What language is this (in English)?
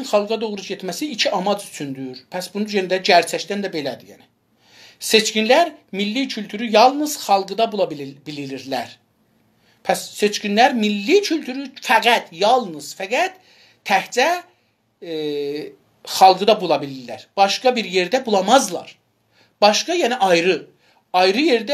South Azerbaijani